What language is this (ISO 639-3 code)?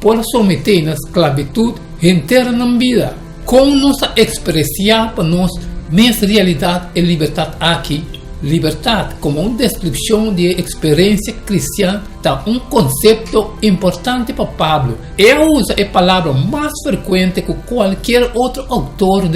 pap